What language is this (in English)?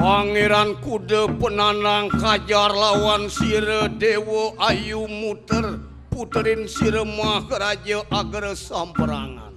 Balinese